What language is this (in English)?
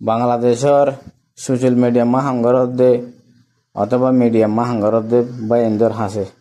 Rohingya